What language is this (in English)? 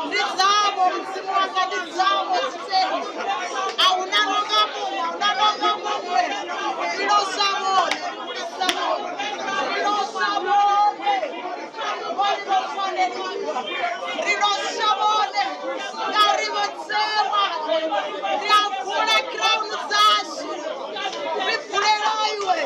Venda